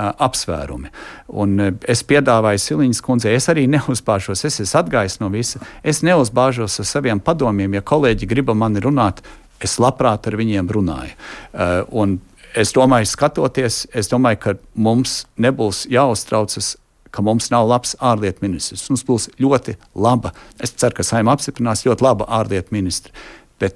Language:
Latvian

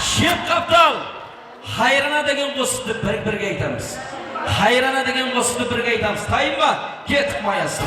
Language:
Kara-Kalpak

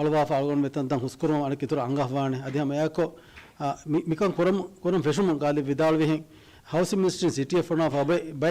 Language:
Divehi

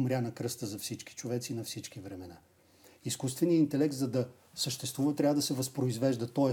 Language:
Bulgarian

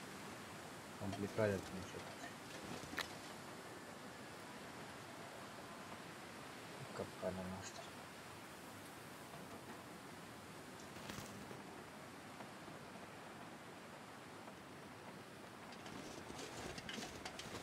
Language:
Romanian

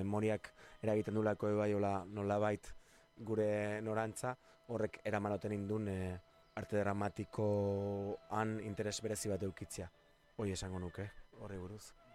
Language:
Basque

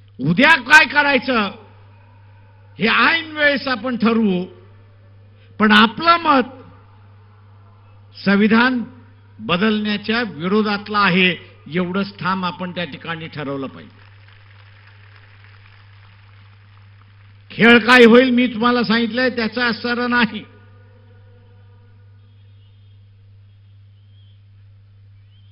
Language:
Marathi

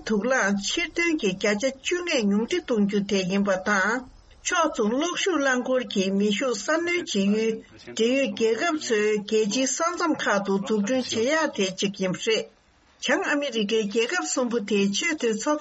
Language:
Tibetan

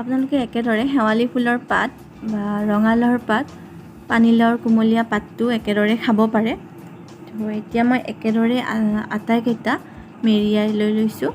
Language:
Assamese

